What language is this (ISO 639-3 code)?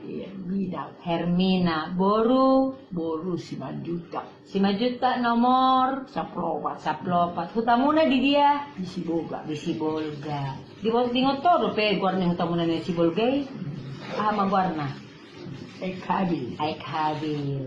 bbc